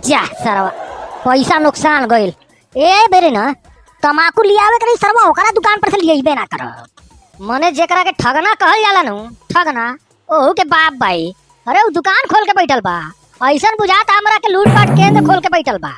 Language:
Bhojpuri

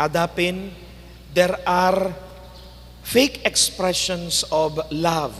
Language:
Pampanga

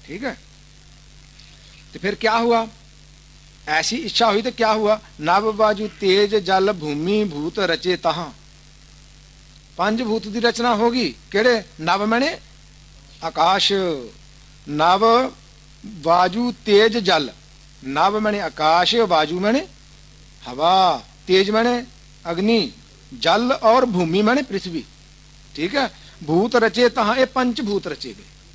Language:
Punjabi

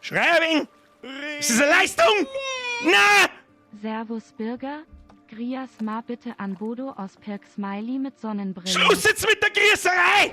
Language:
Bavarian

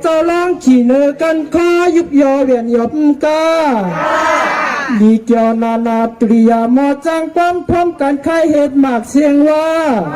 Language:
Shan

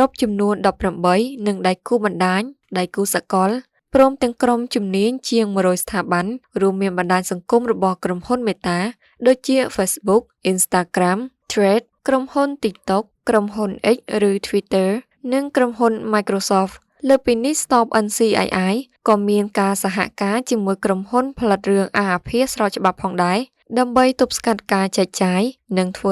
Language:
Khmer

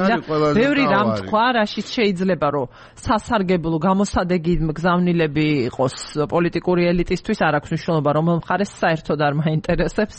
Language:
Georgian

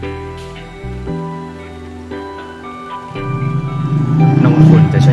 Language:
Thai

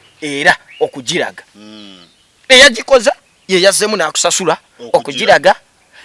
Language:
Ganda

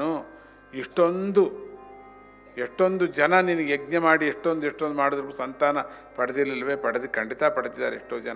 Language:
Kannada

